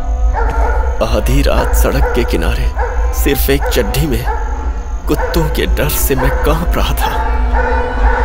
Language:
Hindi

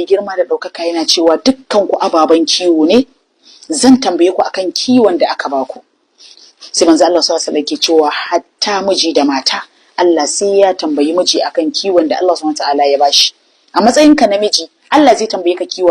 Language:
Hausa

